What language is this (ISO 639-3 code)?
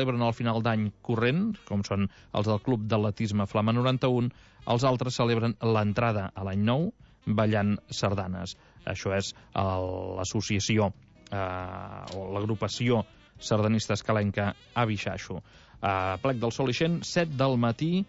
cat